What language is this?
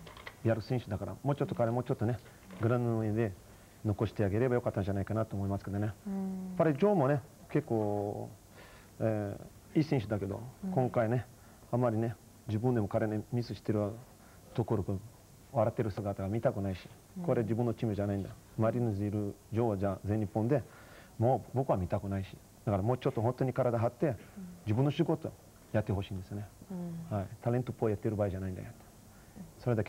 Japanese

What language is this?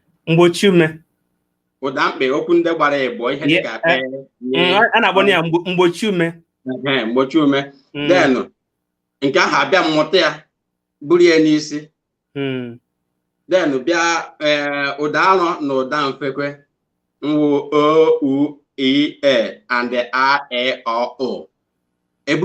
Igbo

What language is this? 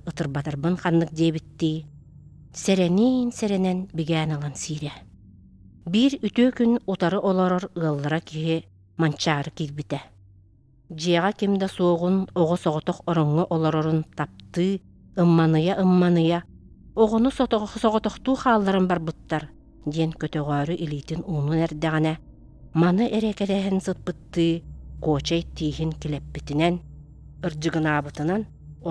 Yakut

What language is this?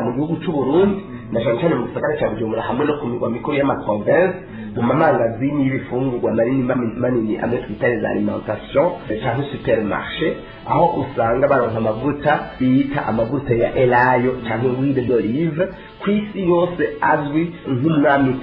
Rundi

